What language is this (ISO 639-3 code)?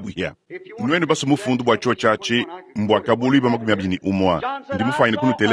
lua